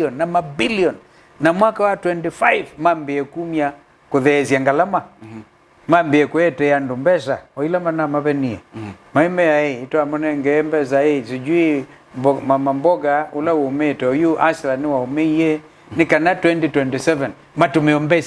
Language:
Kamba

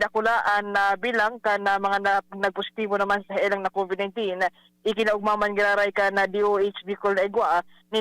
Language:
Bikol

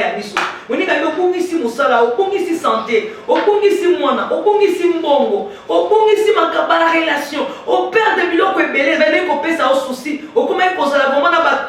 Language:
Lingala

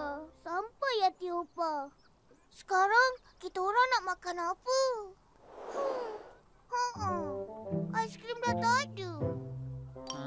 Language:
Malay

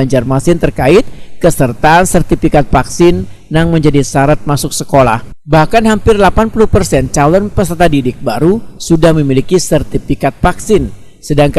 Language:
Banjar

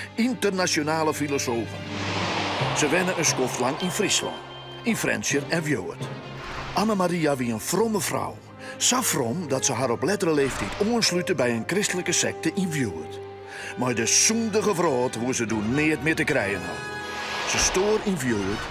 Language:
Western Frisian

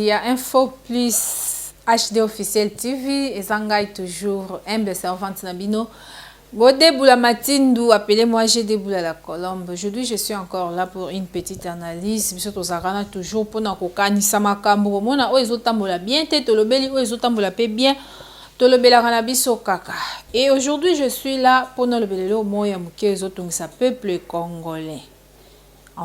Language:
Lingala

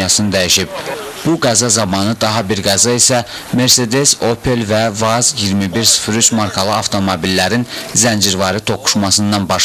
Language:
Azerbaijani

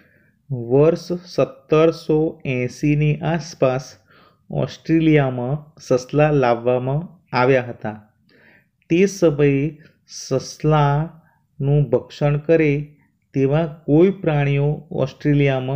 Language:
Gujarati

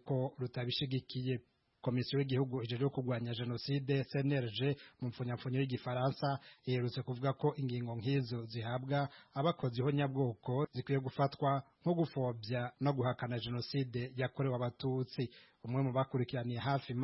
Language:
Kinyarwanda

